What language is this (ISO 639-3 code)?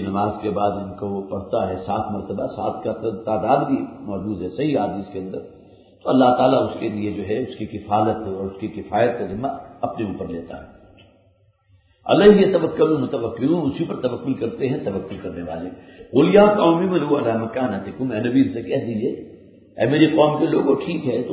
urd